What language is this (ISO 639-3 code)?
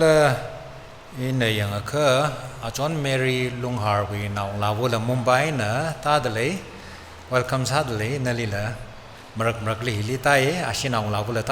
nmf